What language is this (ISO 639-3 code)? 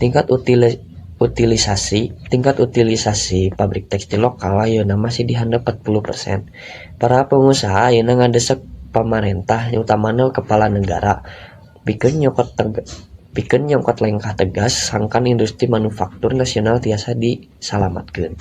sun